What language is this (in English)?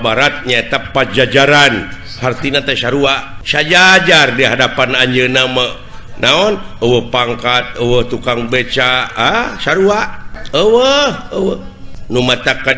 Sundanese